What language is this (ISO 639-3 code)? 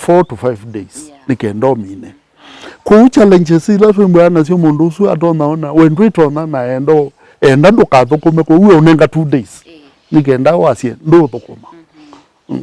kam